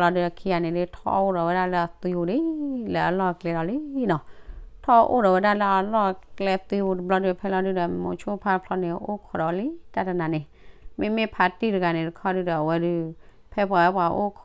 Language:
S'gaw Karen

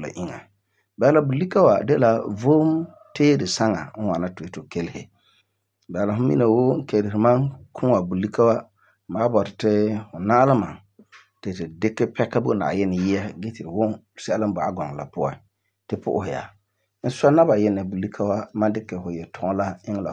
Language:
Frafra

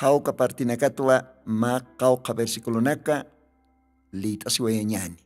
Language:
Aymara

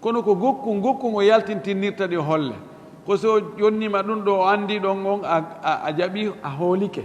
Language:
Fula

